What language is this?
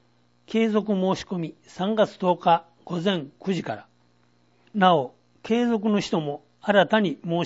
Japanese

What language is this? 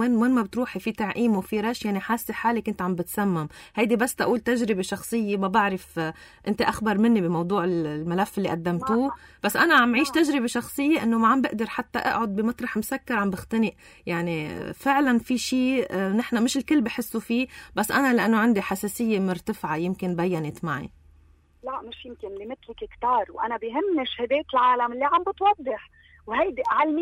North Levantine Arabic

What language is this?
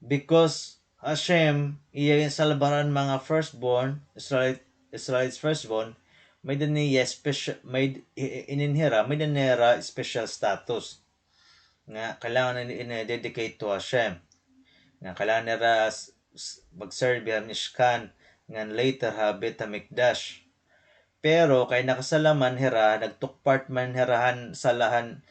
Waray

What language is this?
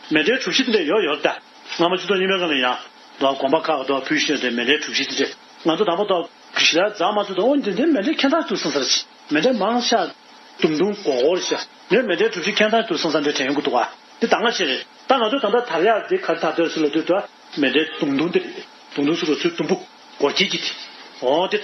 Tibetan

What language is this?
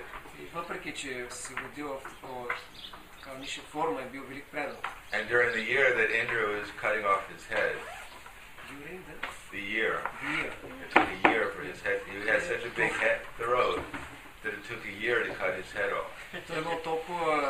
Bulgarian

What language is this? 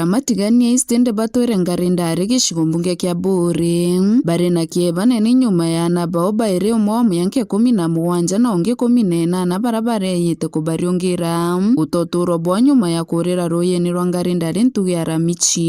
Meru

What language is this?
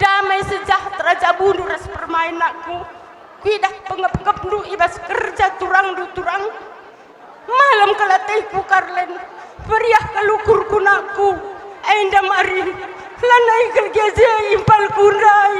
Batak Karo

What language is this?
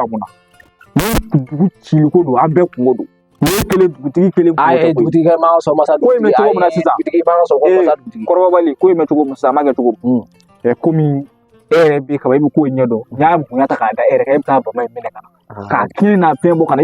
Bambara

